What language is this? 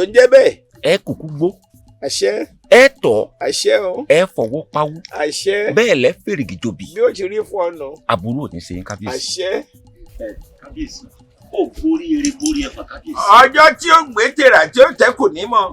Yoruba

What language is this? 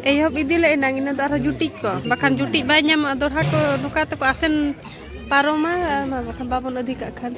Santali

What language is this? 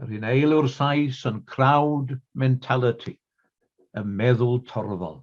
Welsh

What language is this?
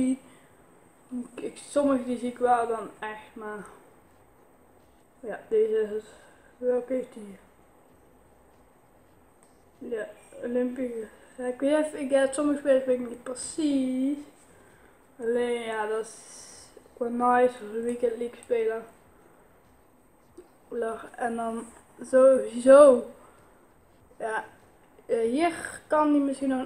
Dutch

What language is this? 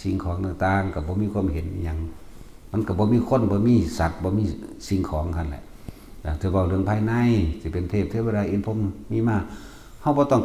Northeastern Thai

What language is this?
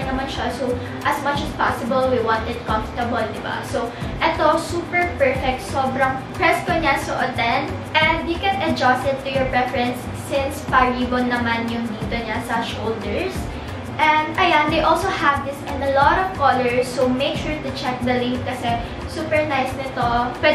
Filipino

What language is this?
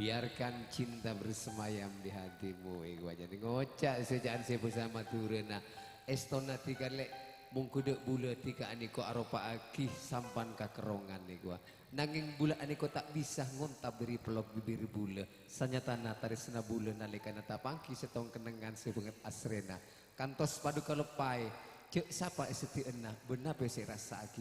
Madurese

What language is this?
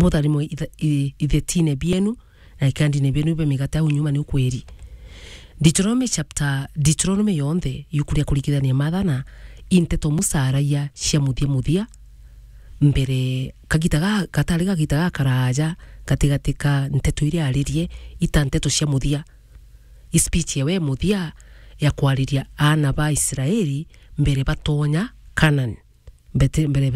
Meru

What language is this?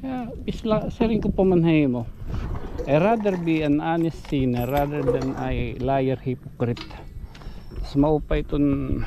Waray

